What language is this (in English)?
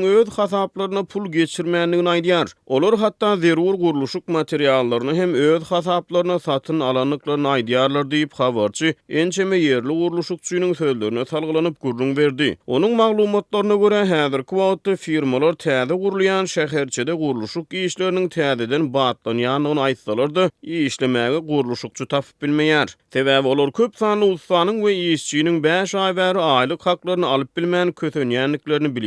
Turkmen